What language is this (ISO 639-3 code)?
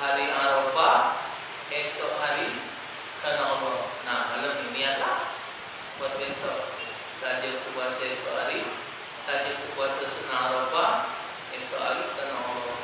mui